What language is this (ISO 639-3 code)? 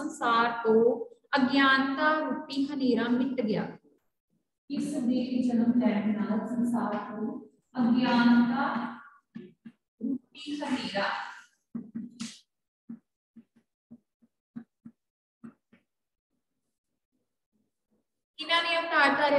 pan